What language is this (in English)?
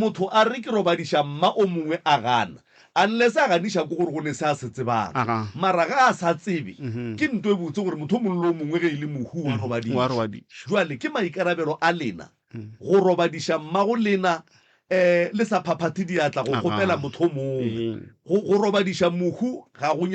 Northern Sotho